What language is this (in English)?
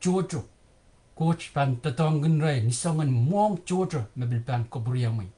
Pohnpeian